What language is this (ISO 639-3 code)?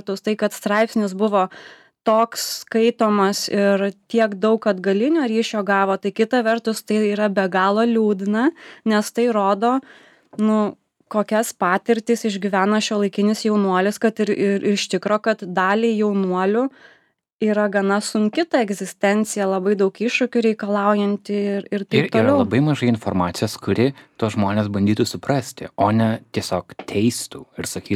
lit